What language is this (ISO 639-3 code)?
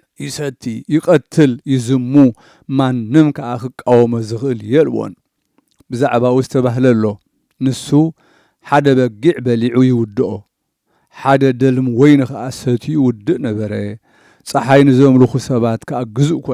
tir